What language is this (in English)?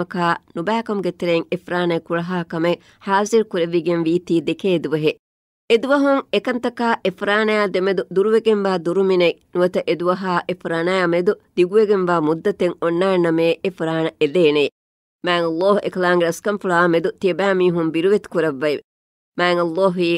Divehi